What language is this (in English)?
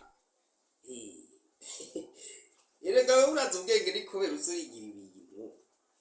Rundi